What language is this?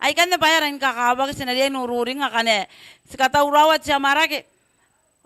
Gilbertese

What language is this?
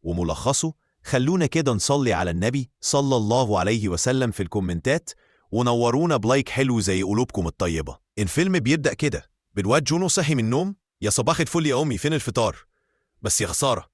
Egyptian Arabic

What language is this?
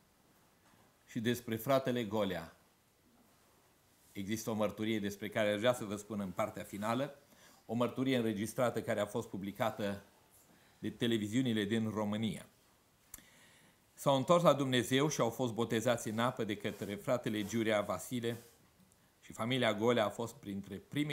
Romanian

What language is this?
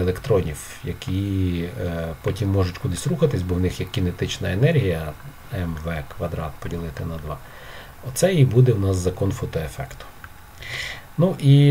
Ukrainian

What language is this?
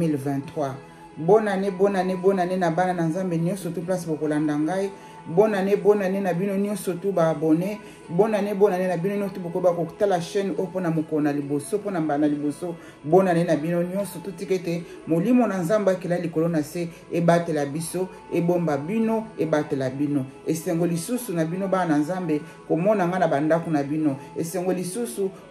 Lingala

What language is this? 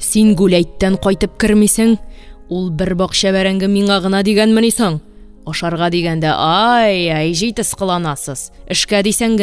Tatar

